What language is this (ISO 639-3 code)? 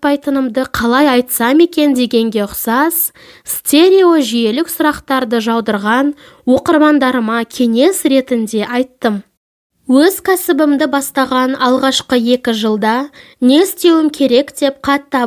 kaz